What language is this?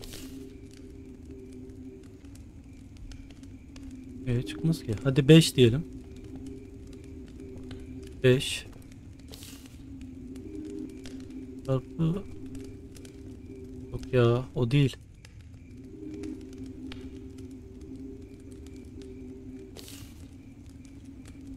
Turkish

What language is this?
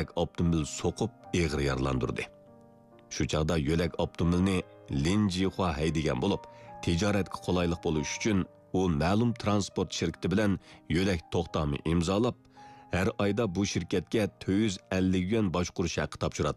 Uyghur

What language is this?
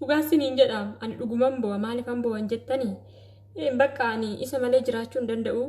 Oromo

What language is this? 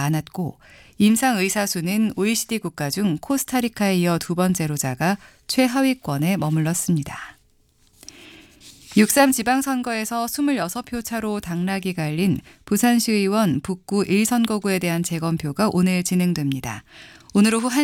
Korean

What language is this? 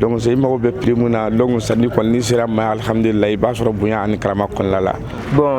Bambara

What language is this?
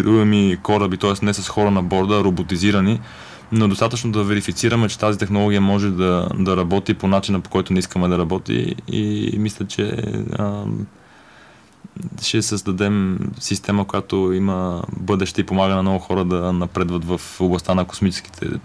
Bulgarian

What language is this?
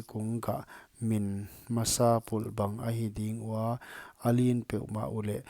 Paite Chin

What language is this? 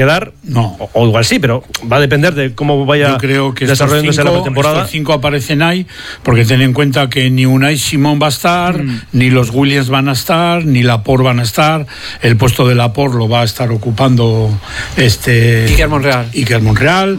Spanish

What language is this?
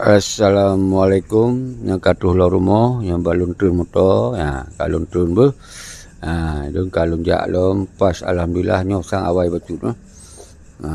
Achinese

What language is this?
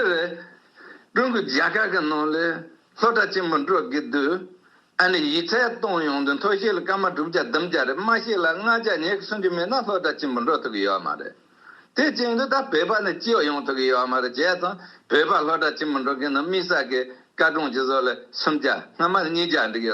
Tibetan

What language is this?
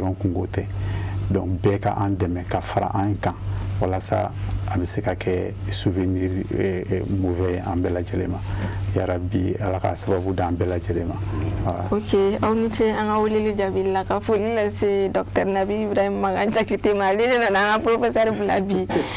Bambara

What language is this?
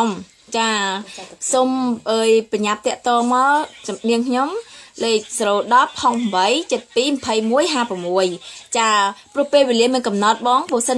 Khmer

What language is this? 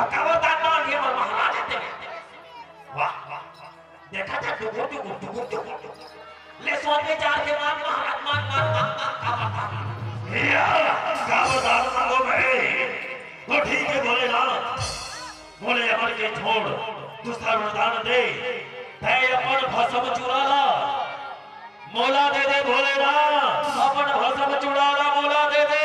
Chhattisgarhi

